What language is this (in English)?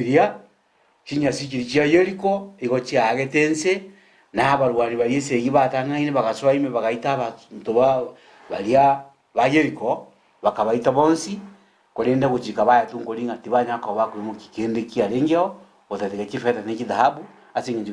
Gusii